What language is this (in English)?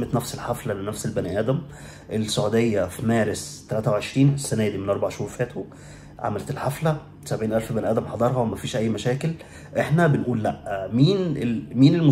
Egyptian Arabic